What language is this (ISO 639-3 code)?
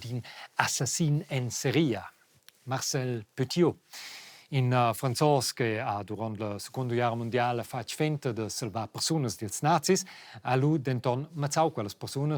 roh